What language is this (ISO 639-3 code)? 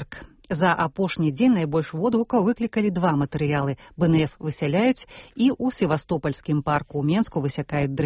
bel